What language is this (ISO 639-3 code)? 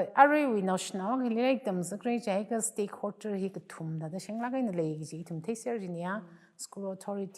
nmf